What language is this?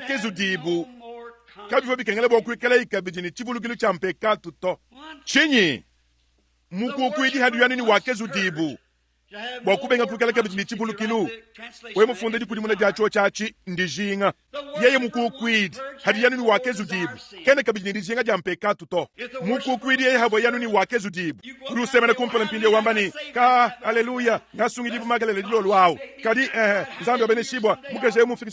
Luba-Lulua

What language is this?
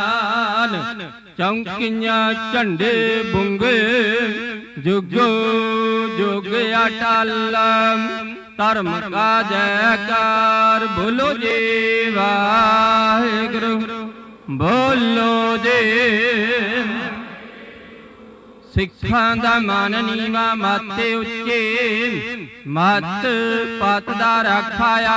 Punjabi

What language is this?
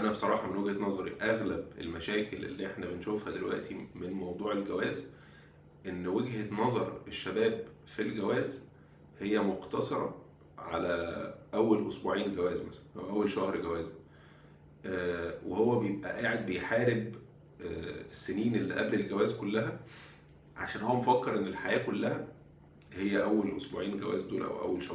Egyptian Arabic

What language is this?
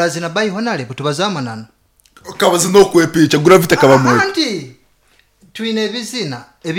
Nyoro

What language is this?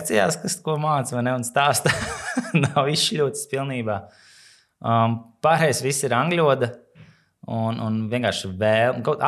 Latvian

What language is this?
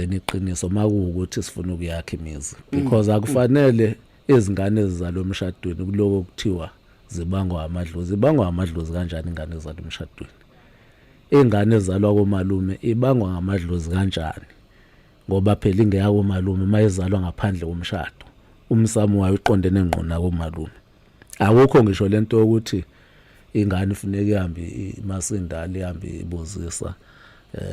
Zulu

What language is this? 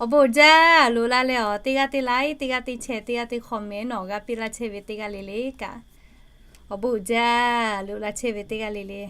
Lahu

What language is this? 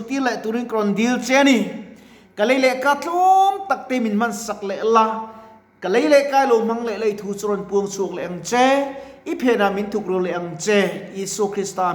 Mizo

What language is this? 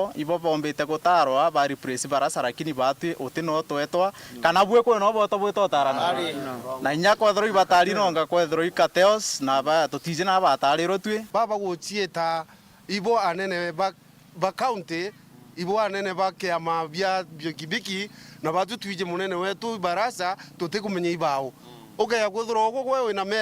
Meru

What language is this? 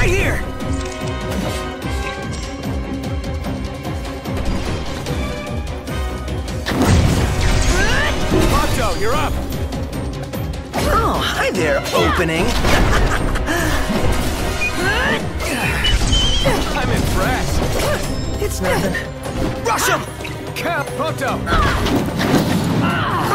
English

